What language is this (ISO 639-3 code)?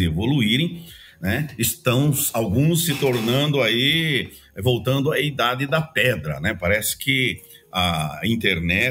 por